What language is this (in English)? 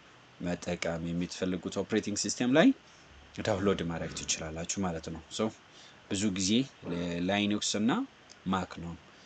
Amharic